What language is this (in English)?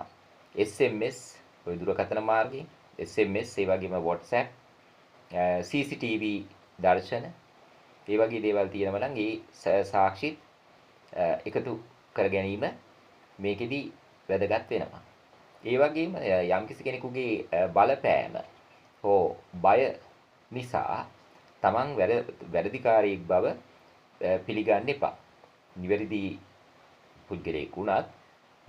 Sinhala